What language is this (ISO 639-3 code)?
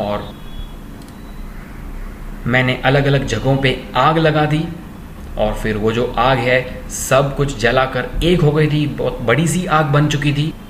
hin